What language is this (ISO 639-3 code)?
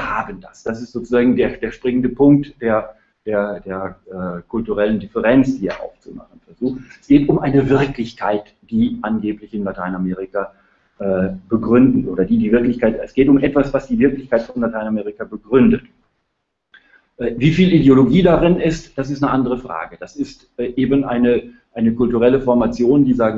deu